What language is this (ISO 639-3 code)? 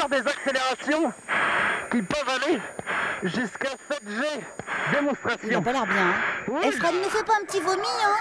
fra